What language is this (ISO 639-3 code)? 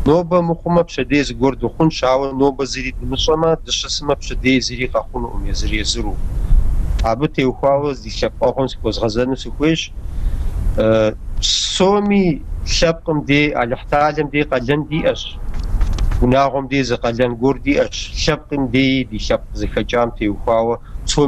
kbd